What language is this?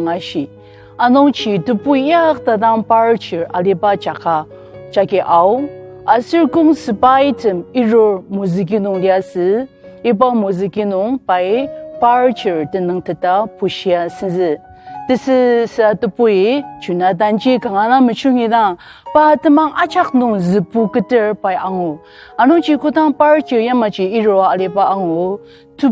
Ao Naga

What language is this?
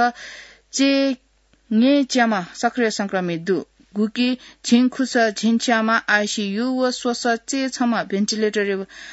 Newari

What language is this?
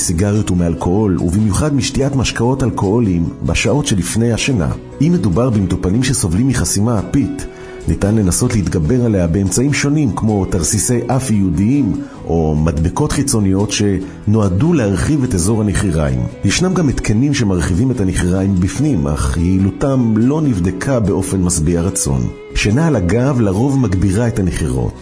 Hebrew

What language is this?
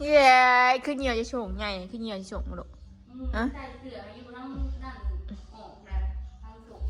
Northeastern Thai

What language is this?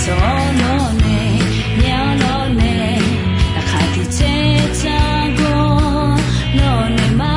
Akha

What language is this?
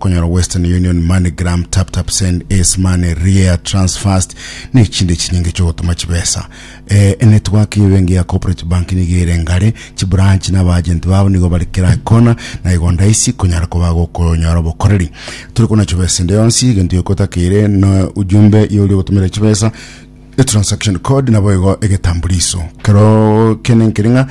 Gusii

